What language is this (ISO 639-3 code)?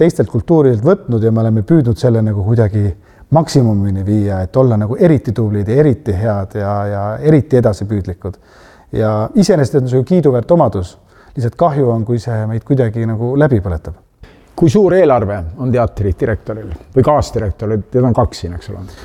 est